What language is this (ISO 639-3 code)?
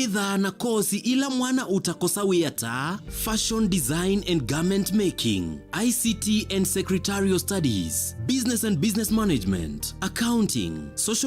kam